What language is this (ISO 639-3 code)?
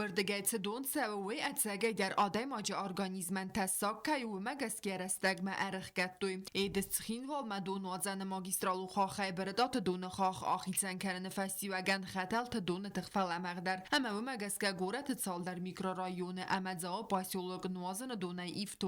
oss